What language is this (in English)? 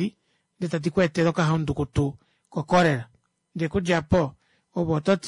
Kuanyama